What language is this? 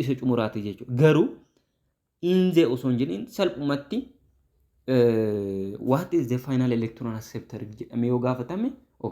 Oromo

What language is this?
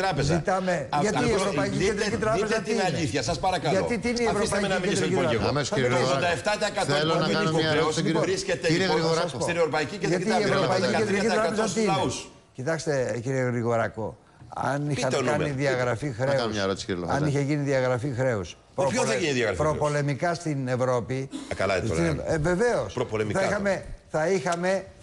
Greek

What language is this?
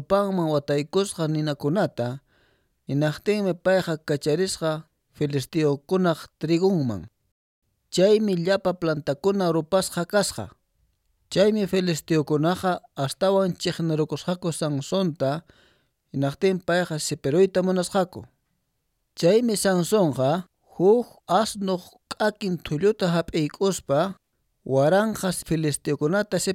Quechua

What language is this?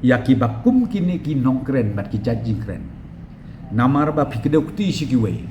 Khasi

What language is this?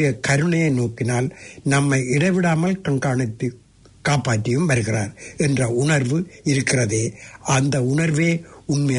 Tamil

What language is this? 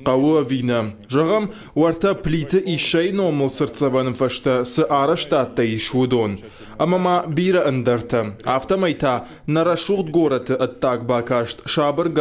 Ossetic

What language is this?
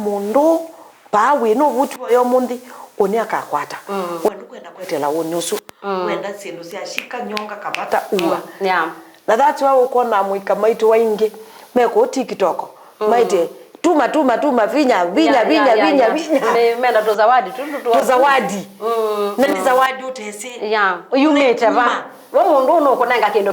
Kamba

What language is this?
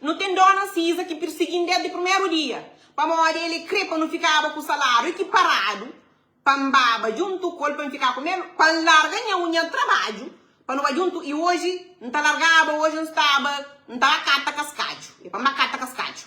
Kabuverdianu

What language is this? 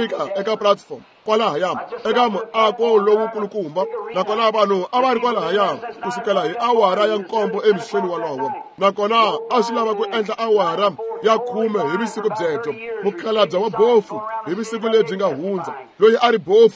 Tsonga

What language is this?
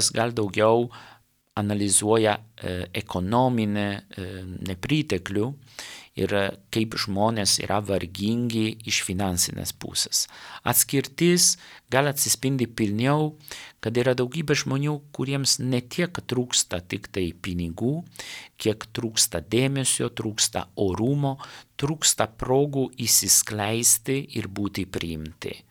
Lithuanian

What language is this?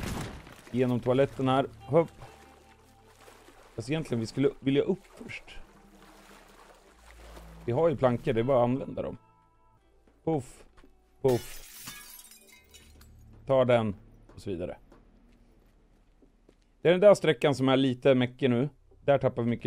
Swedish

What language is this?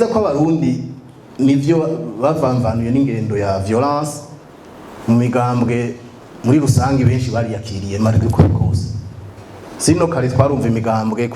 Rundi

